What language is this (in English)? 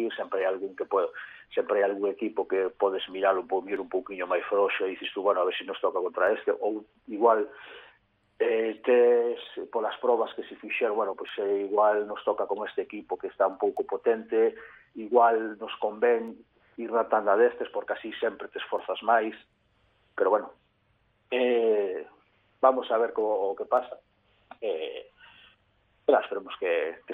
Galician